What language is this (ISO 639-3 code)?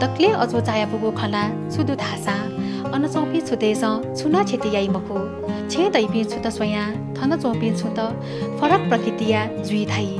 new